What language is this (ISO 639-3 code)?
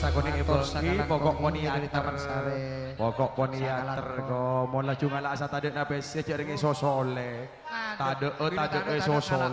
mad